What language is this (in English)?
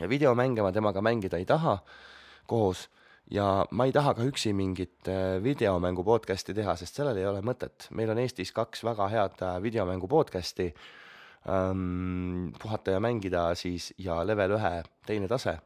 Estonian